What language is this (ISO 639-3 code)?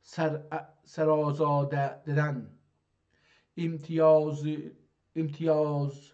azb